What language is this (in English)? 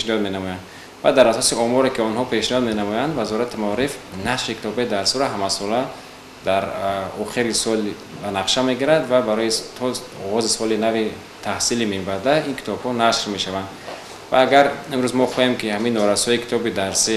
Tajik